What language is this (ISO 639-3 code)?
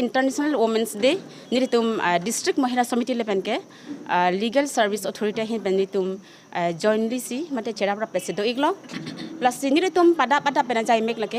mjw